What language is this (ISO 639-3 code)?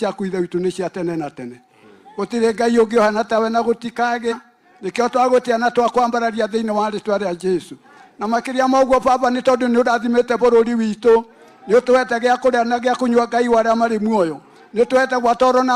kik